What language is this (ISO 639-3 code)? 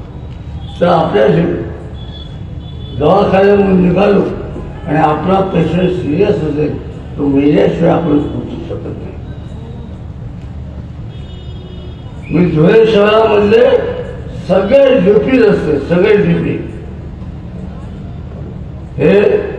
mar